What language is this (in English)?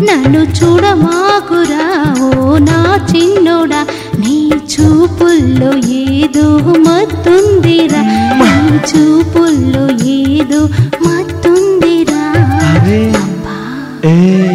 Telugu